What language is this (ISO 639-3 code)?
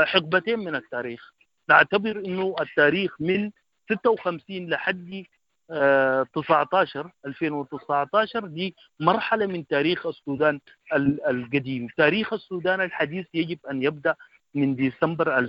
apd